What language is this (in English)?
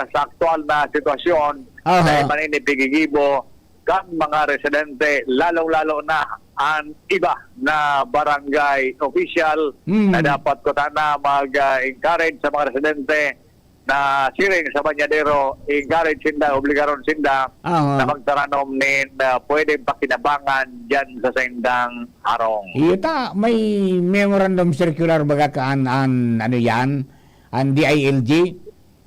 Bikol